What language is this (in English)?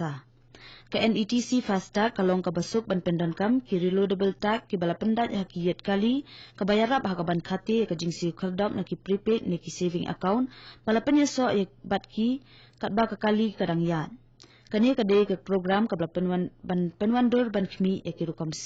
Khasi